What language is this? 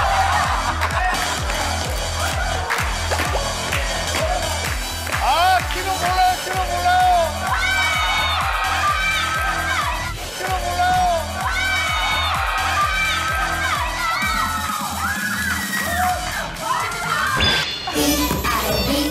Korean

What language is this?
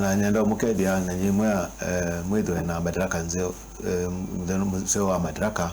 Kamba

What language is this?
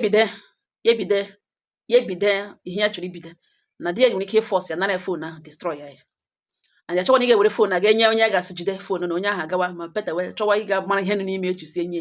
Igbo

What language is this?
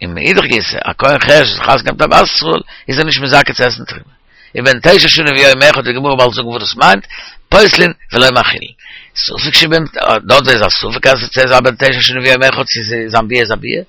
Yiddish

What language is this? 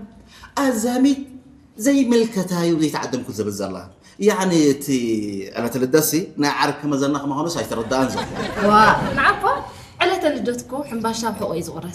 Tigrinya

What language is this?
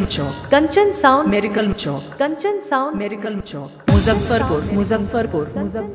Bhojpuri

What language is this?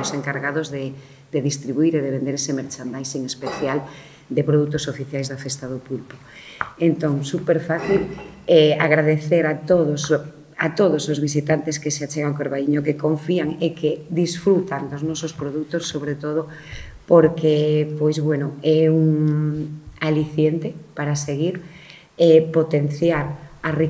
Galician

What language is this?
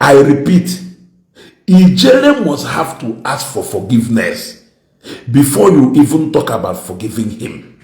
Igbo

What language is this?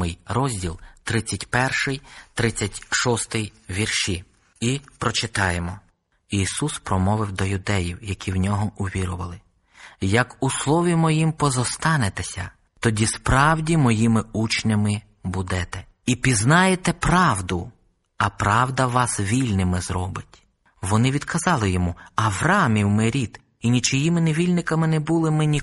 Ukrainian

